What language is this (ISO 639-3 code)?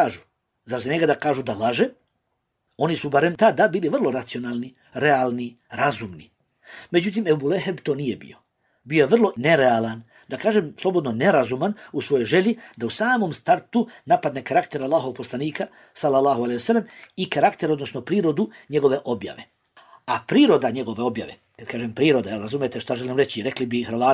bos